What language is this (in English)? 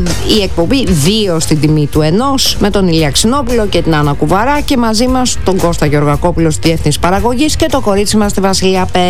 Greek